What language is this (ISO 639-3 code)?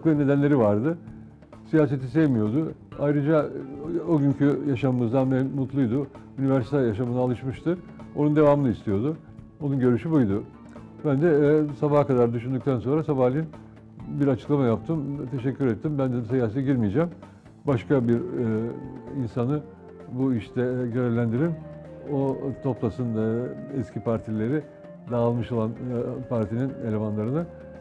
tur